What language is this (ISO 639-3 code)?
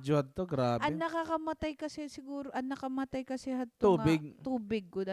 war